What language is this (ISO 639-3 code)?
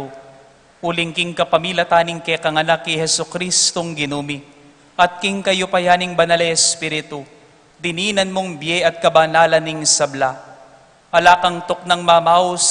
pam